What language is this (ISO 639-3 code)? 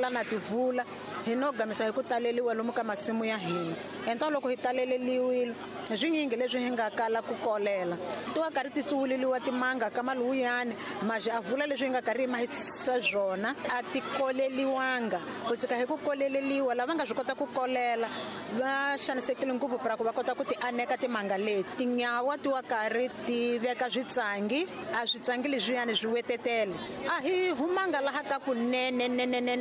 tso